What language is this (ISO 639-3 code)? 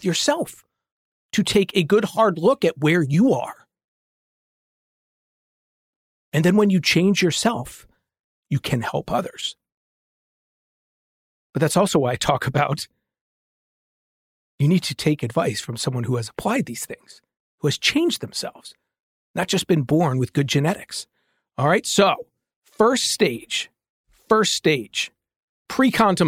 eng